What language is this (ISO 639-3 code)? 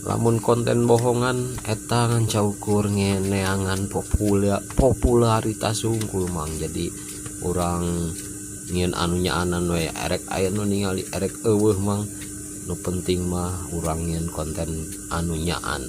sun